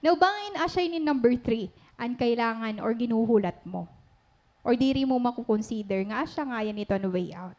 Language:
Waray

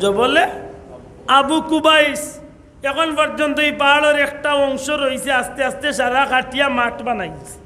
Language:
Sylheti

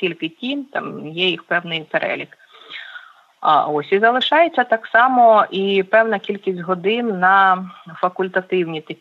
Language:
Ukrainian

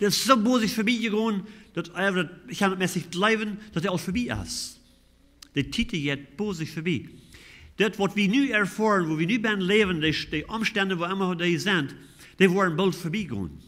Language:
Plautdietsch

